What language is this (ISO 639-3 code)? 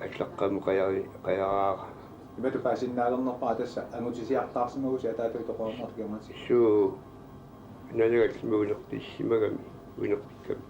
kal